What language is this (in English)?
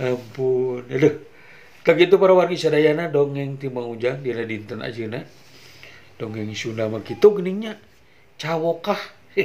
Sundanese